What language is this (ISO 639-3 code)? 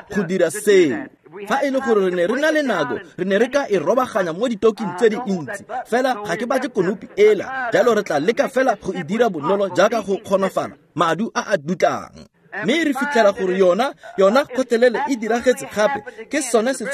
tsn